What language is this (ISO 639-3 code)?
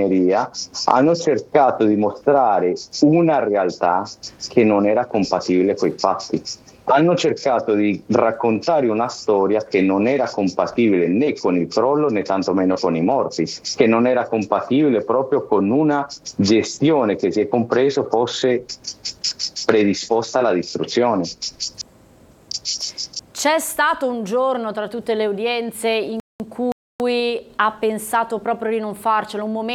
ita